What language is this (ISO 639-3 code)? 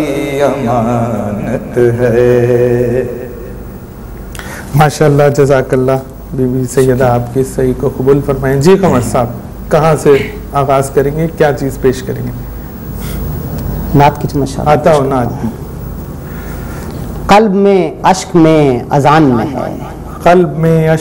urd